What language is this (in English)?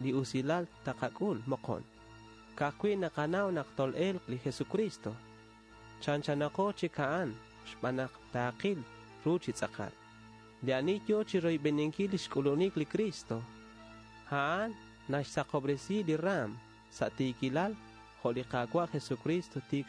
Kekchí